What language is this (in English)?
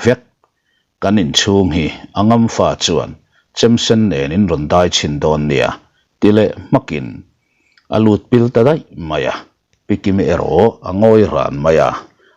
Mizo